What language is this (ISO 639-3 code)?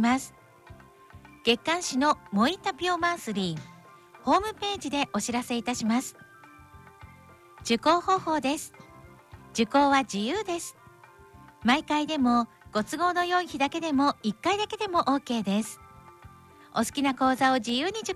jpn